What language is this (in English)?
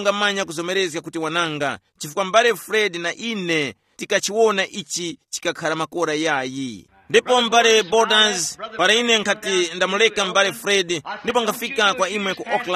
Tumbuka